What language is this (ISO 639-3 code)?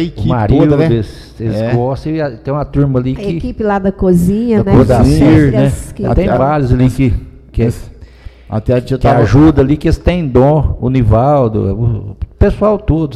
por